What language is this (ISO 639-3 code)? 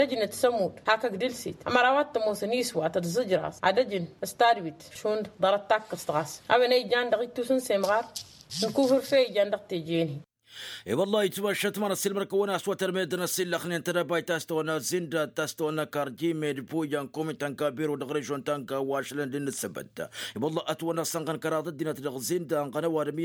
taq